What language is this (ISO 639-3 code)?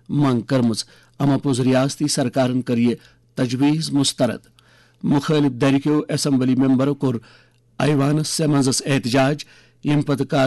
kas